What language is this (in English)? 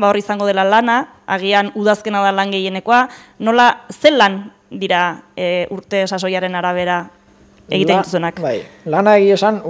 Basque